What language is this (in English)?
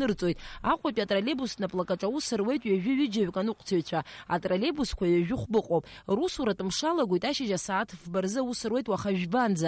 Abkhazian